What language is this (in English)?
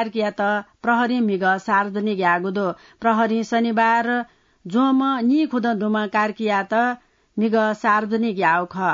Newari